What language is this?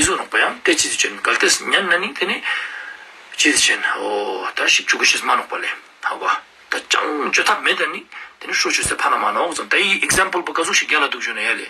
Ladakhi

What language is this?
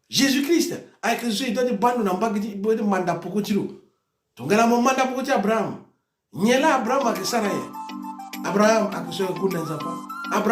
Sango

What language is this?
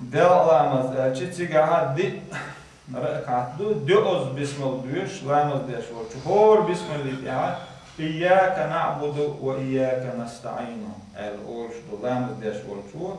Chechen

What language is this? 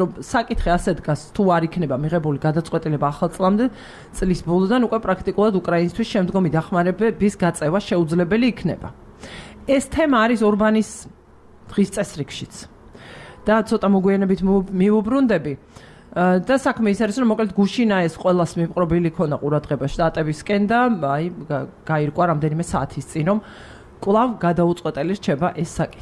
Georgian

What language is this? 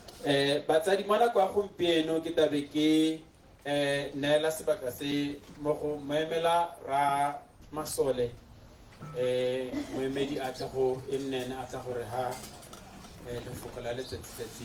Tswana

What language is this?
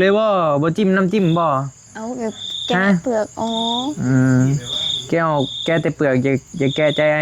Northeastern Thai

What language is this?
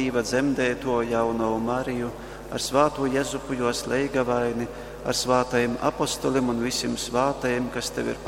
Latgalian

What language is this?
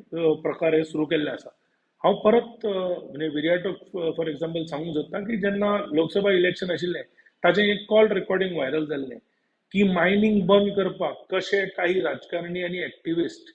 Konkani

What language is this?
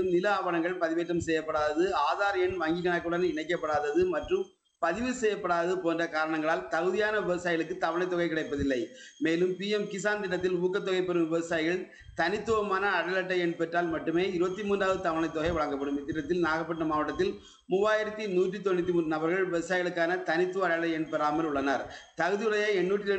Tamil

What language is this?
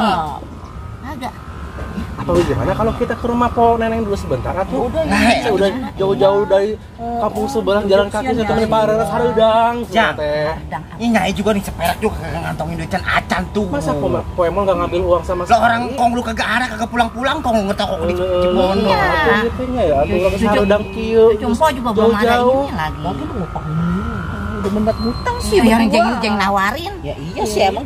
Betawi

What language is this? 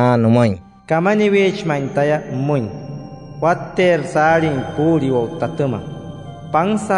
Wayuu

